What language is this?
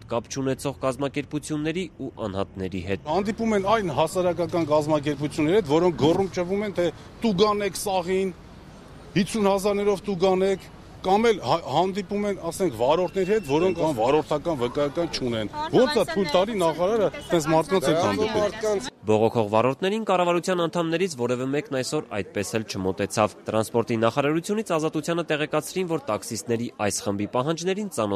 Armenian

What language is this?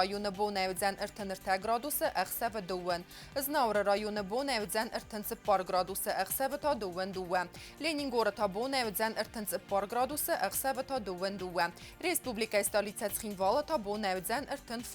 Ossetic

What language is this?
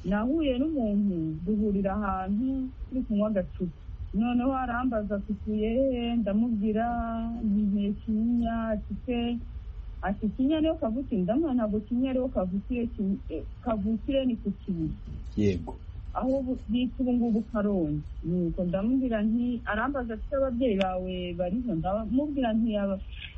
Kinyarwanda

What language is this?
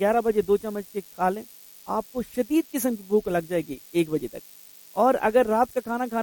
Urdu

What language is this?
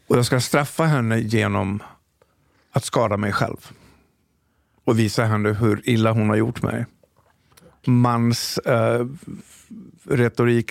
Swedish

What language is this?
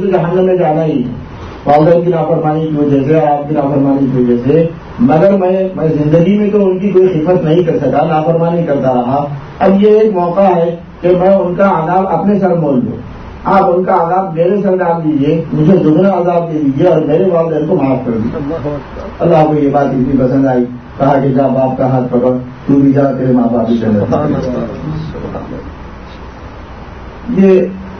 Urdu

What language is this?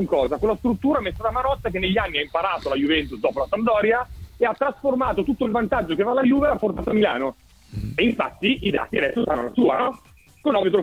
Italian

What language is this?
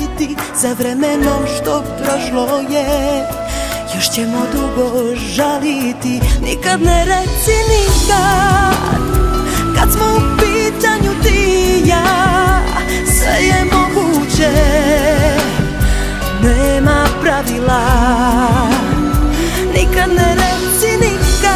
Serbian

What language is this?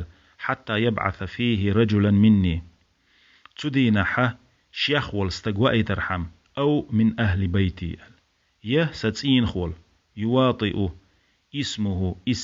Chechen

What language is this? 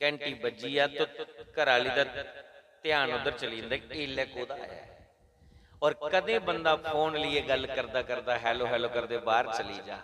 Dogri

